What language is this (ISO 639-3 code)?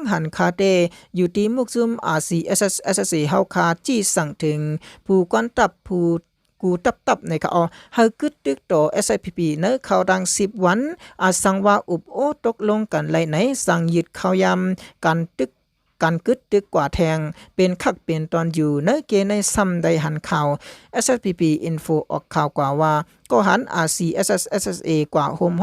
shn